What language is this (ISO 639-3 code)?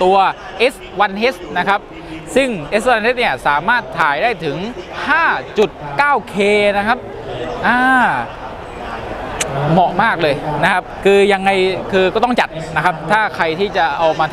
tha